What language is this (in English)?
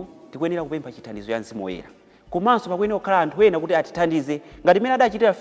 Nyanja